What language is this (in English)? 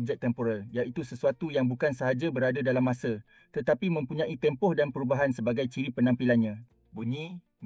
Malay